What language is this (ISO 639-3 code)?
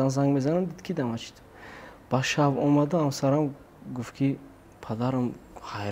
tgk